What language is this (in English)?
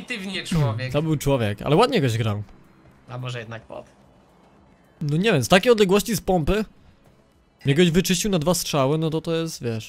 Polish